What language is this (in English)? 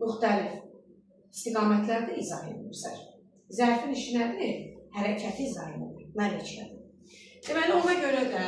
Azerbaijani